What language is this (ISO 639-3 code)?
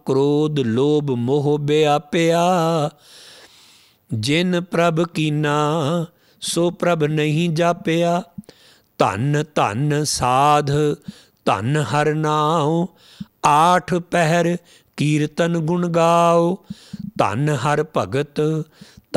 pan